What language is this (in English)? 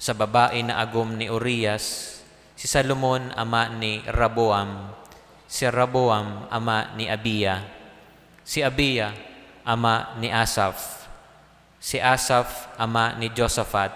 Bikol